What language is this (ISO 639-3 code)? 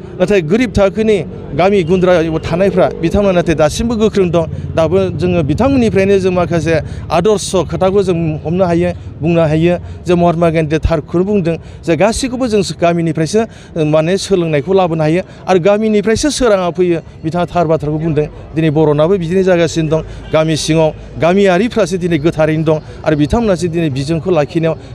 brx